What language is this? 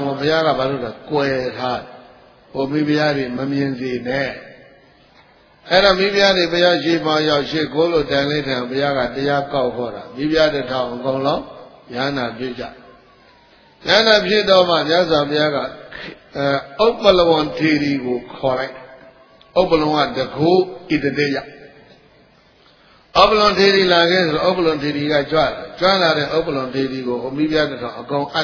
Burmese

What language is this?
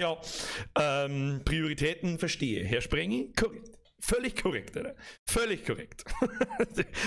Bavarian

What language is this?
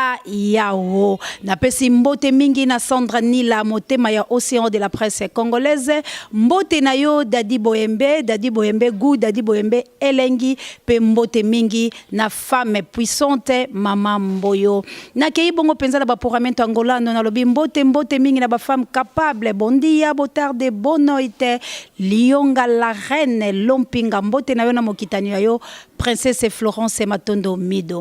Lingala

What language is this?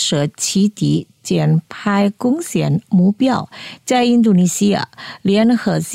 Chinese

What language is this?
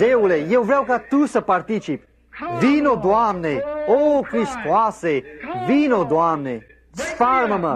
Romanian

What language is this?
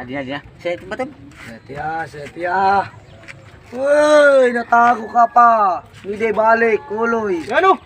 Waray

